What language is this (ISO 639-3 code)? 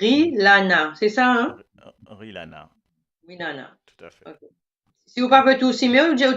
mfe